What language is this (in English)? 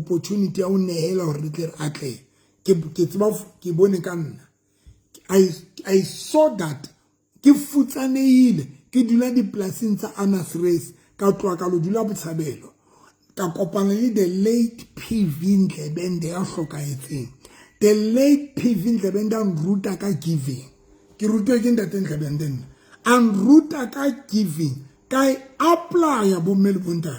Southern Sotho